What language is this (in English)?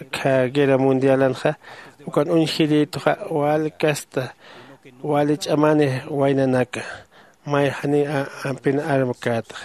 Aymara